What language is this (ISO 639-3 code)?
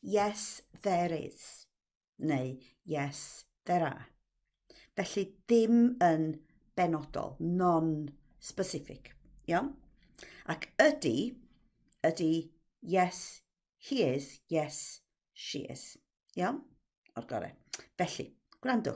cym